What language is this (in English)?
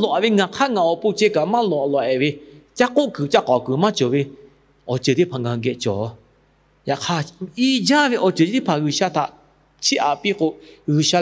Lahu